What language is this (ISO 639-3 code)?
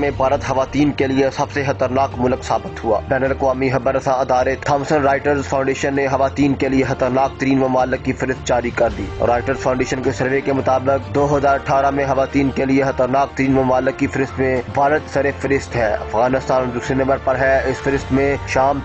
urd